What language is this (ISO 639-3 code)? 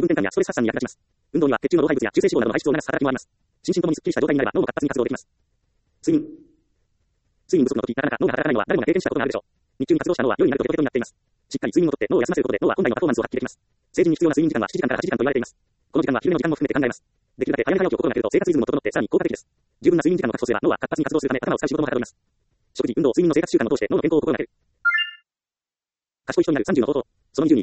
jpn